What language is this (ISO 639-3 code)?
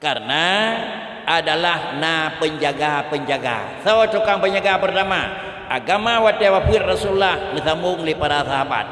ace